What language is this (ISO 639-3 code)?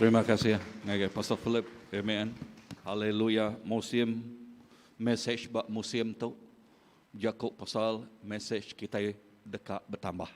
iba